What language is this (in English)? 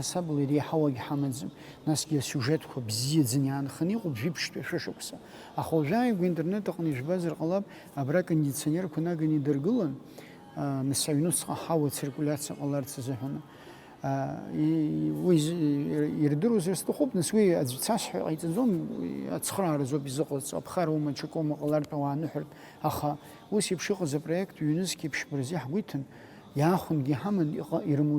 Abkhazian